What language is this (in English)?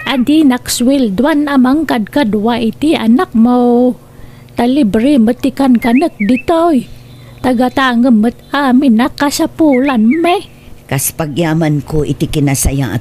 Iloko